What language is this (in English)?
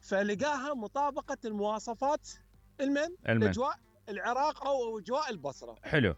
Mesopotamian Arabic